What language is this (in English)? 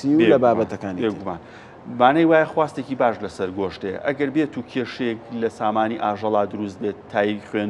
Central Kurdish